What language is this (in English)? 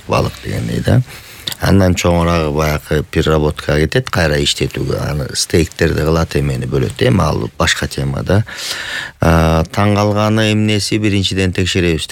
Kyrgyz